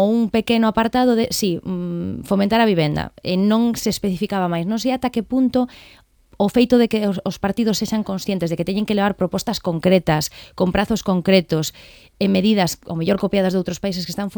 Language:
Galician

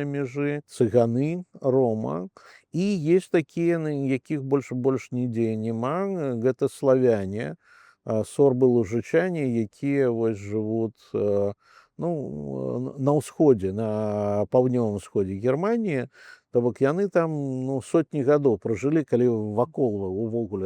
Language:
Belarusian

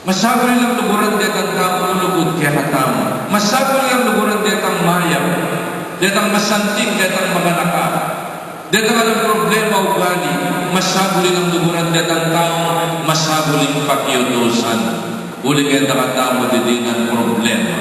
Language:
Pampanga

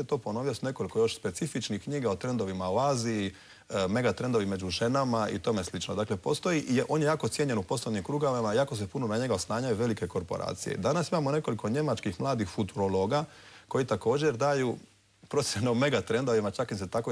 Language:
Croatian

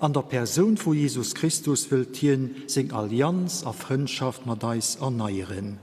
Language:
Luxembourgish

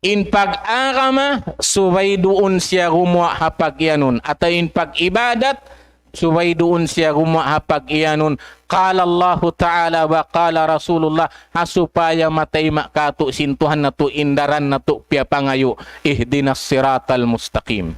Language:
Tausug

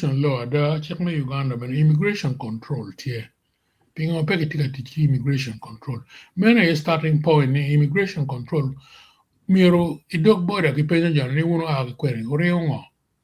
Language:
Acoli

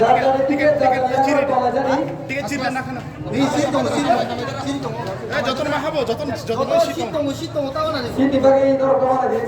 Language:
Kok Borok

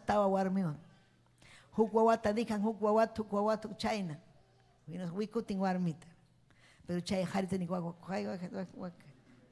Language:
Ayacucho Quechua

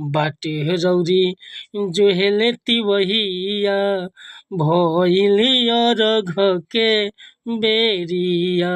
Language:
Bhojpuri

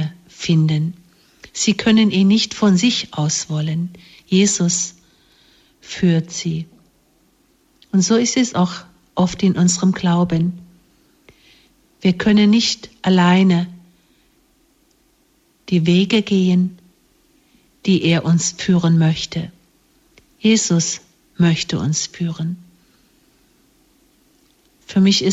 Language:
German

